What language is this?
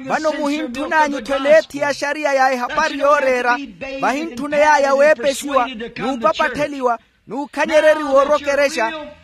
Makhuwa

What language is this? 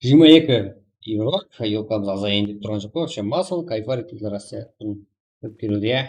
Kara-Kalpak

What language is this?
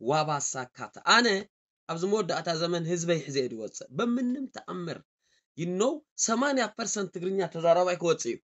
Tigrinya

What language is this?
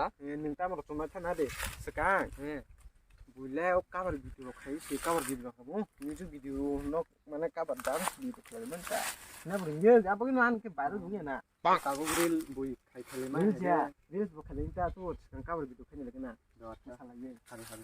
Kok Borok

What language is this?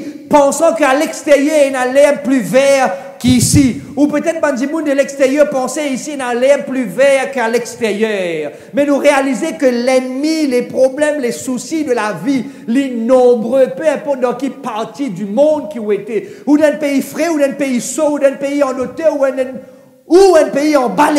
Morisyen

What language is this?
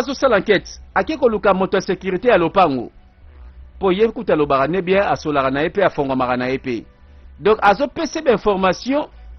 Lingala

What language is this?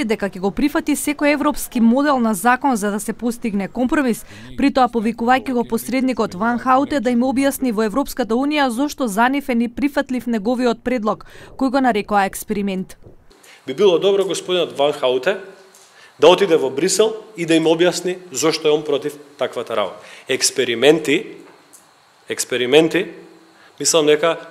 Macedonian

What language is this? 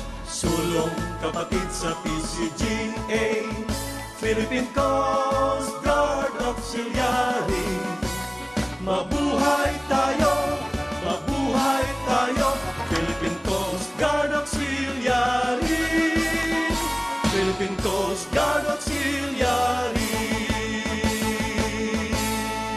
Filipino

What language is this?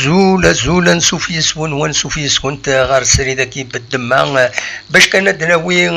Kabyle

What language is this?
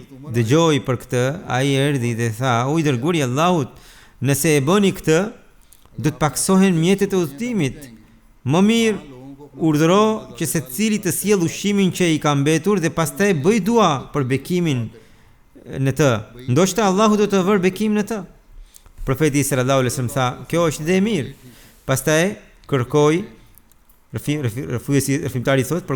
Albanian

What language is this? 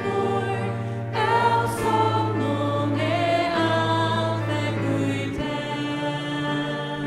Faroese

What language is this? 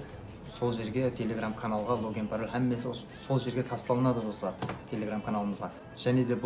Kara-Kalpak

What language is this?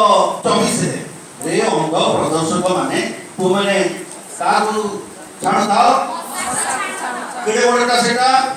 Odia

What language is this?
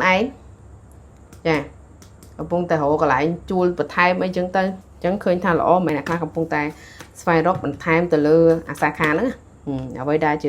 Khmer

